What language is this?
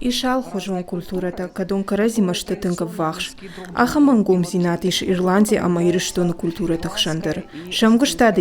Ossetic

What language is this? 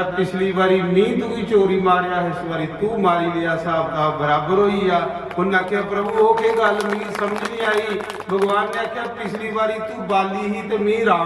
Dogri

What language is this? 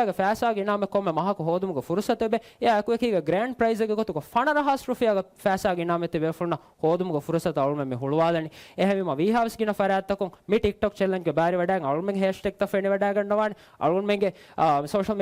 Divehi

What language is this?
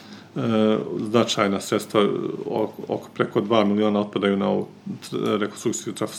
Croatian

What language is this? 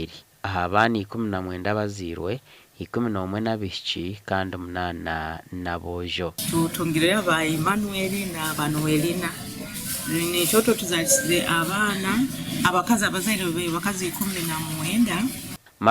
Nyankole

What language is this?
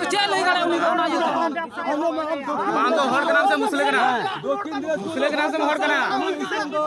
Santali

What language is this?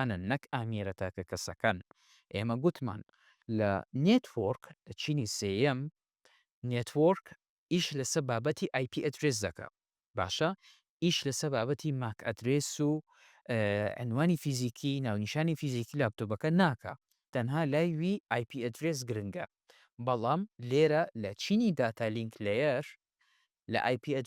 Central Kurdish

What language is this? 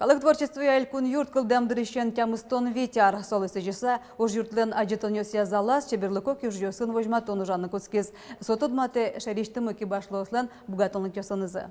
Udmurt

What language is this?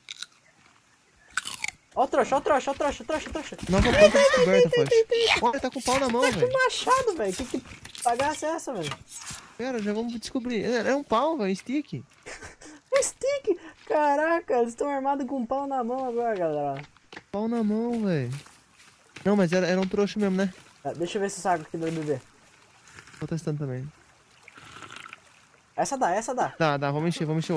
Portuguese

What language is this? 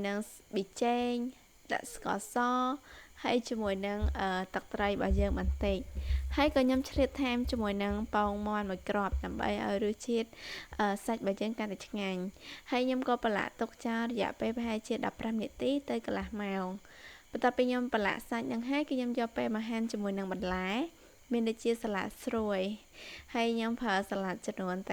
Khmer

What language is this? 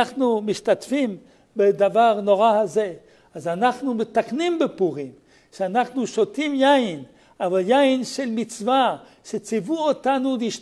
Hebrew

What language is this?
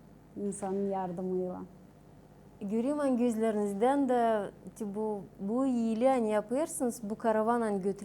Gagauz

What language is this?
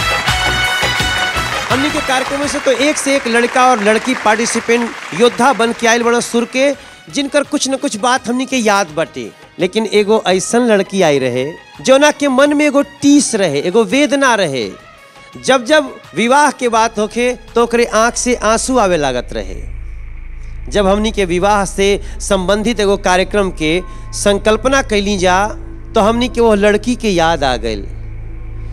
Bhojpuri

